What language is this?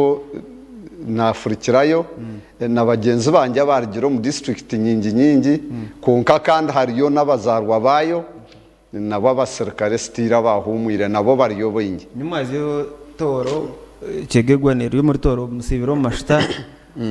Nyankole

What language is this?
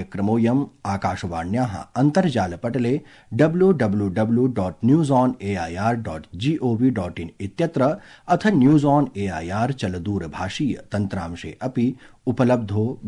Sanskrit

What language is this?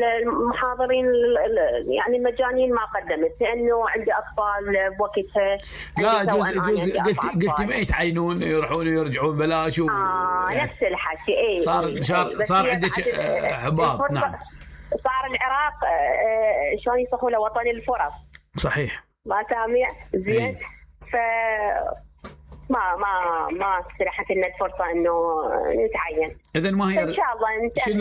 Mesopotamian Arabic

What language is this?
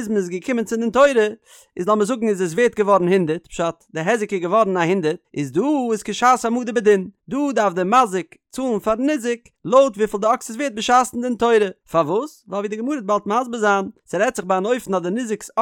Yiddish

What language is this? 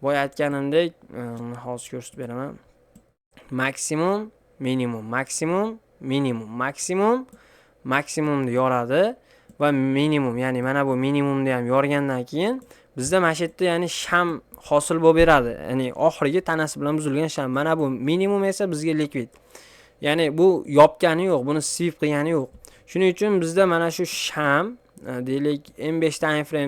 Uzbek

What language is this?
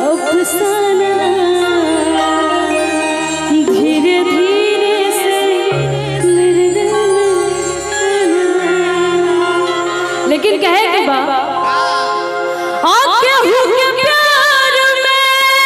Bhojpuri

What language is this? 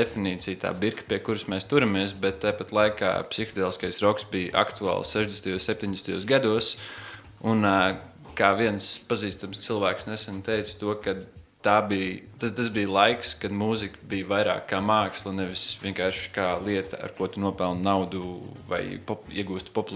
Latvian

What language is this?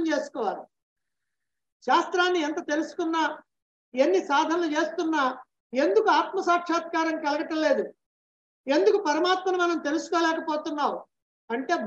Telugu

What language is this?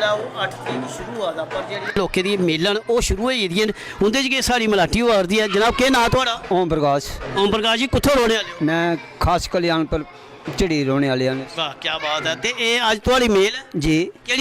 Dogri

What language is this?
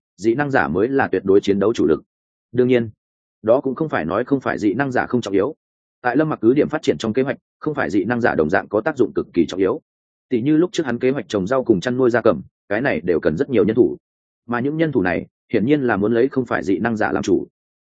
Vietnamese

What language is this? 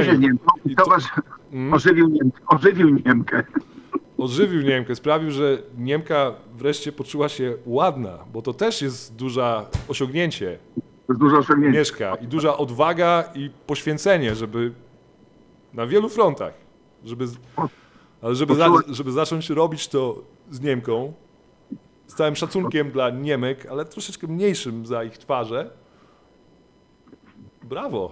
Polish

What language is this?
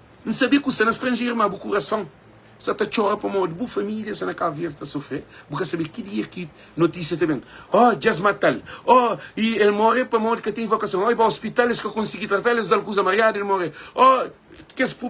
Kabuverdianu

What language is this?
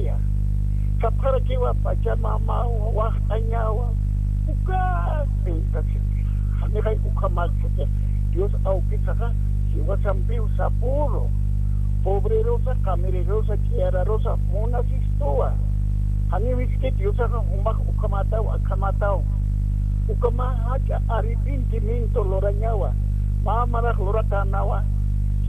Aymara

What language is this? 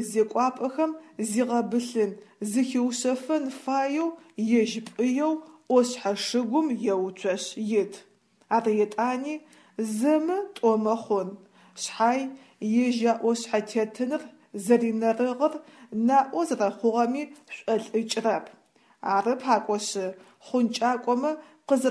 Adyghe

